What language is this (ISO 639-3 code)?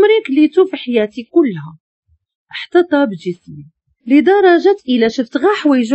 ary